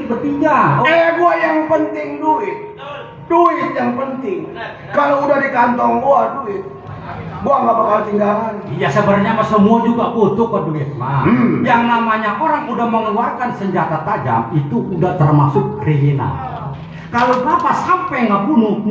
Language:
Betawi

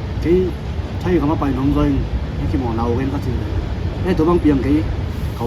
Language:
Tedim Chin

